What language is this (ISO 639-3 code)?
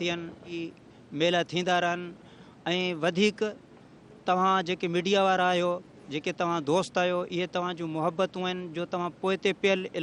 snd